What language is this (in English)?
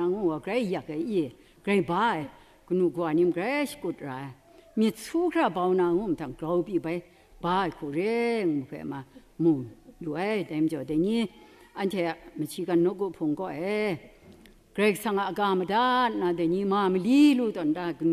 Kachin